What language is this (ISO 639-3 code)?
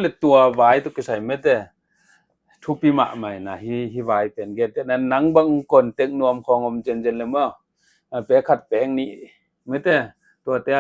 ctd